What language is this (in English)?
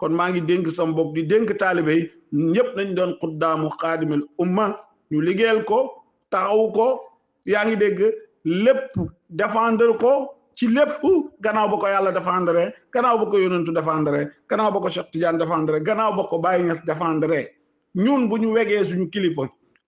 Wolof